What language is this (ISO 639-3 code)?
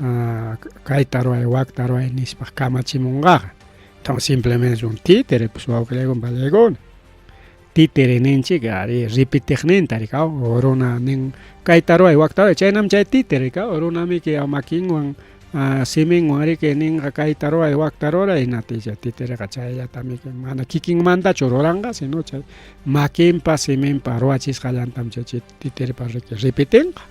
quy